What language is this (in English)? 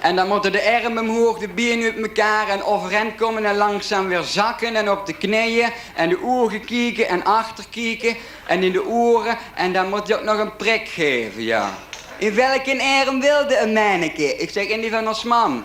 Limburgish